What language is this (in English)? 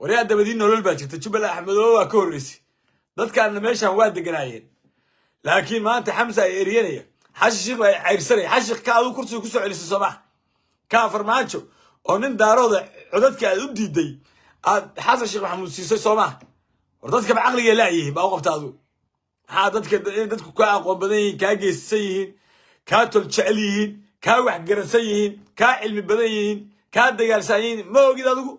Somali